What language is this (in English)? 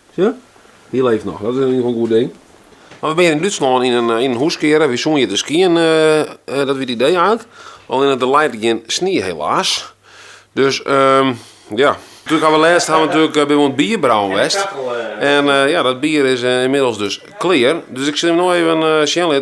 Western Frisian